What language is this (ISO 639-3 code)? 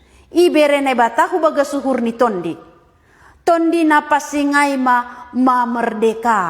bts